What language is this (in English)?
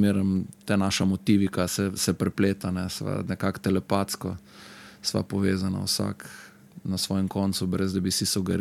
Slovenian